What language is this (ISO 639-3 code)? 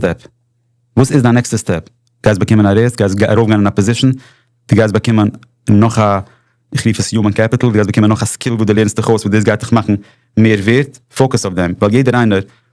yid